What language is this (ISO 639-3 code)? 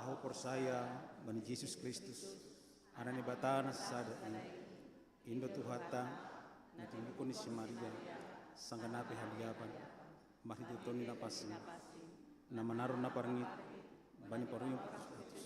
bts